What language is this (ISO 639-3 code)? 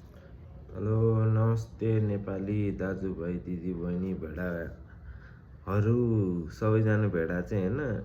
nep